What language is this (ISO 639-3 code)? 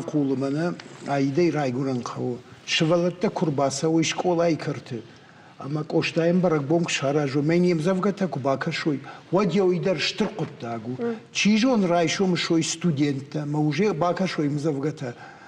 oss